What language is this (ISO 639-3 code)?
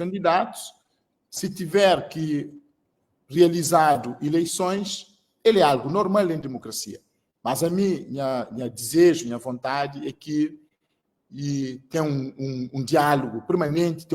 kea